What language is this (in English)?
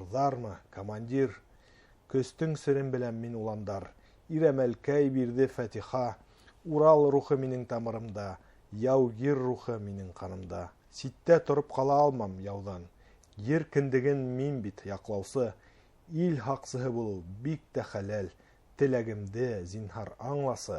Bashkir